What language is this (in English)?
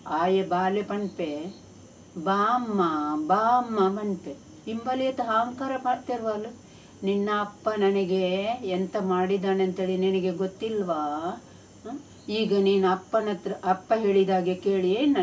Tulu